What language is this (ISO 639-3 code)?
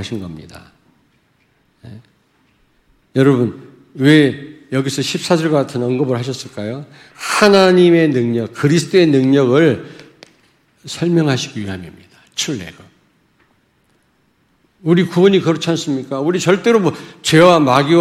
kor